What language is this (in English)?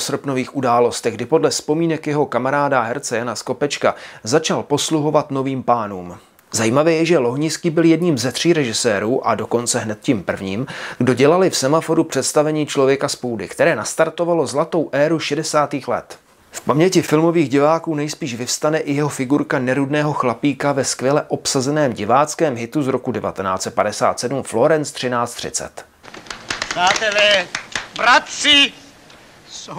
Czech